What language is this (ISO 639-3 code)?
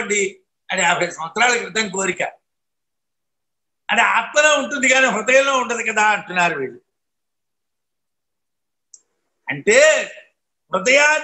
tel